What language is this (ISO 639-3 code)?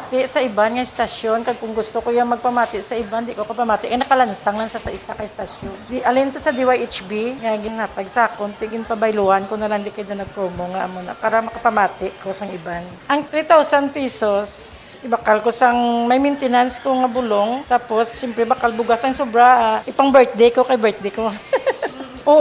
hil